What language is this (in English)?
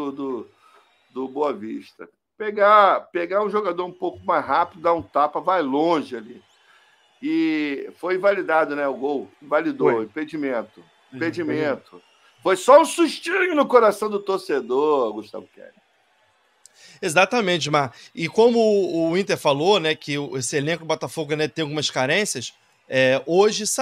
Portuguese